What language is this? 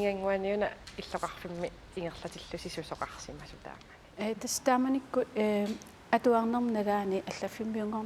Kalaallisut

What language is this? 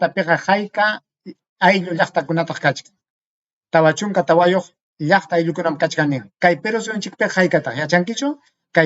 Ayacucho Quechua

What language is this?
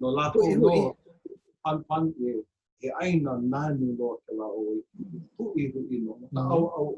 Hawaiian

